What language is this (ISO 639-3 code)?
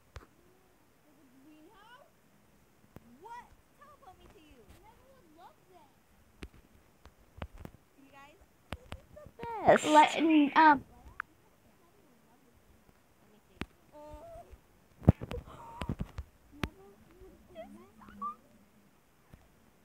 eng